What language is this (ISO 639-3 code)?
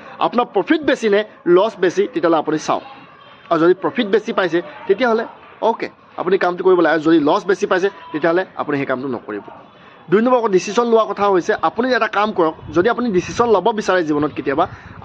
asm